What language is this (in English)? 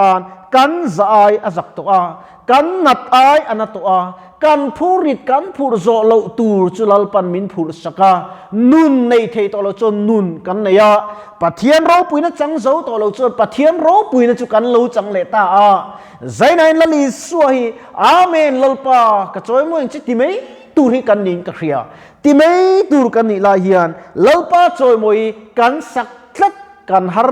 Mizo